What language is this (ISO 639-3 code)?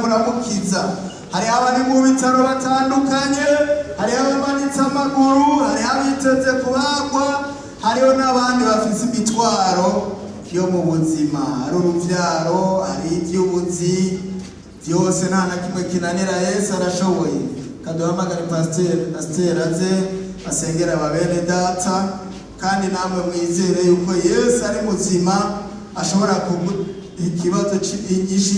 run